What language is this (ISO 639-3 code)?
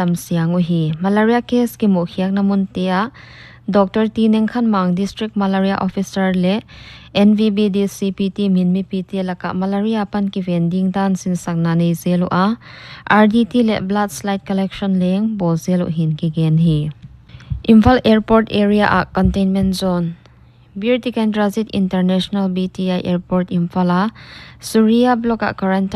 pck